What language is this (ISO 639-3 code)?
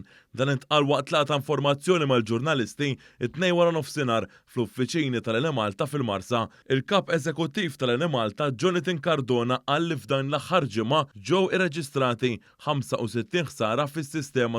mlt